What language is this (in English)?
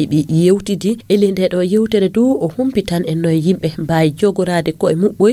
Nigerian Fulfulde